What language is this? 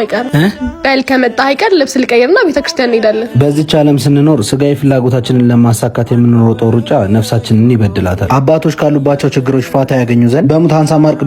Amharic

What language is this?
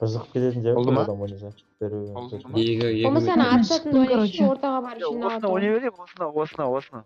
Kara-Kalpak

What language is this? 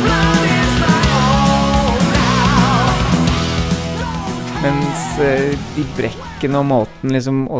Norwegian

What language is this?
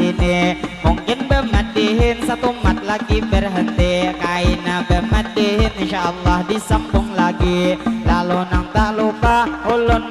Banjar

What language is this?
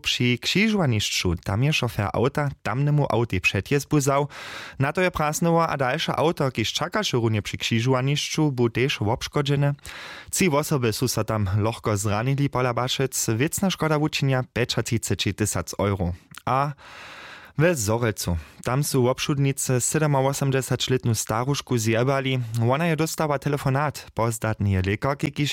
Upper Sorbian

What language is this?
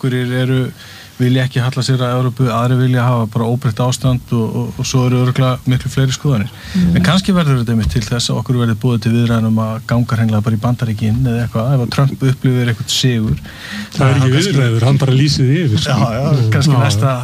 Icelandic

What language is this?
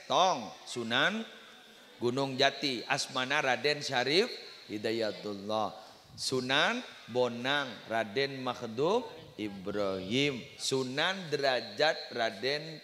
Madurese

